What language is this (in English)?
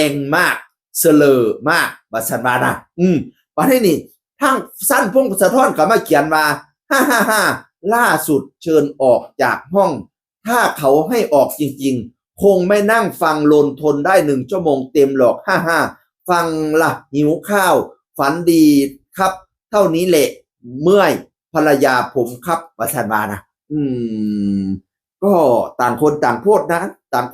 Northeastern Thai